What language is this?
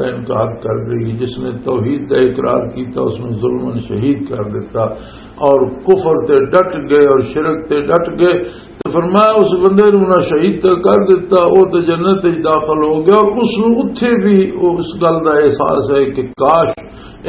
Western Panjabi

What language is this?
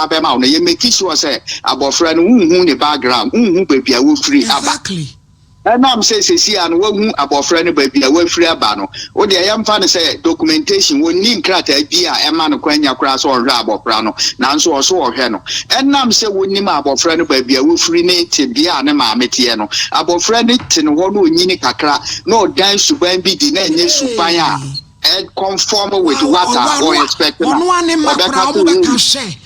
Akan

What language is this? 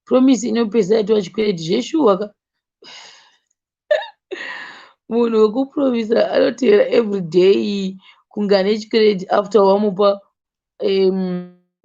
Shona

